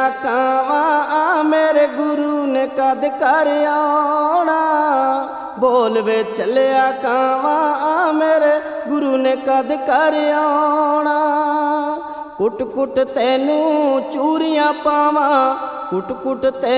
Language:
Punjabi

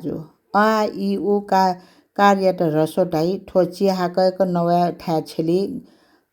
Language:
Newari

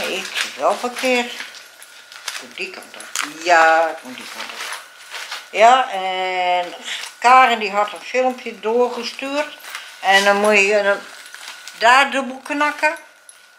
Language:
Dutch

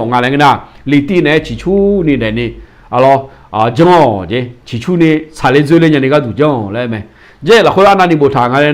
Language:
Akha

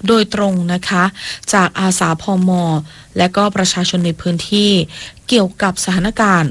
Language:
Thai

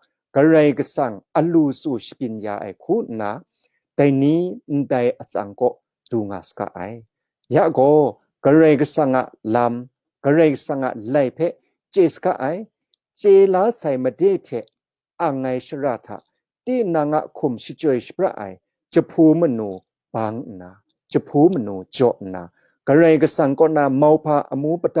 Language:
Kachin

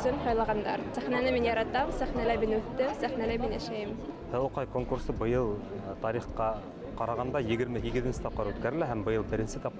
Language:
Bashkir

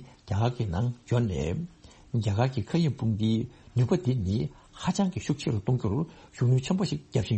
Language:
Tibetan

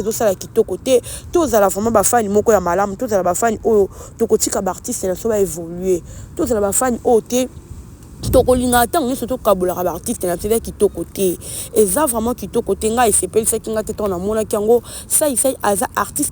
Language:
Lingala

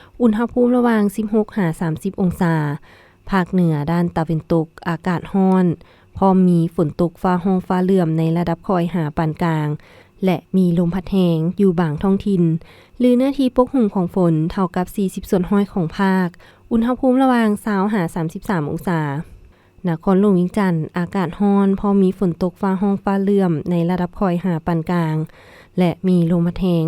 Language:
Lao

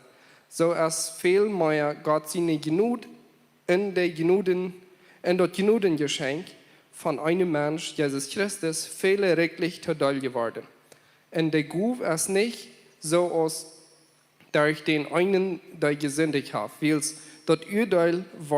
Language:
Plautdietsch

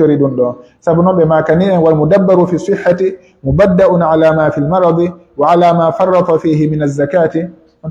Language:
Pular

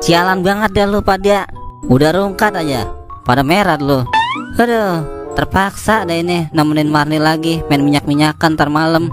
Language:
Betawi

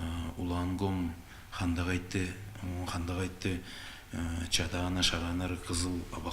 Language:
Tuvinian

